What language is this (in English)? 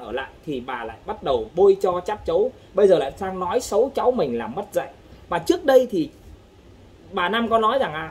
Vietnamese